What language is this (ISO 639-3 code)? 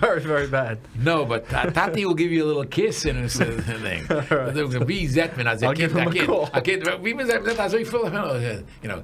yid